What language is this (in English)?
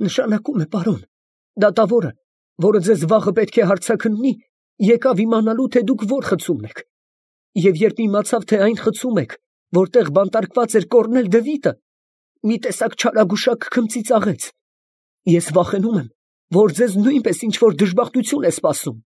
Armenian